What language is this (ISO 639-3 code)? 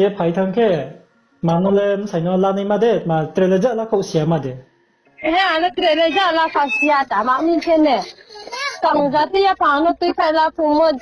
ria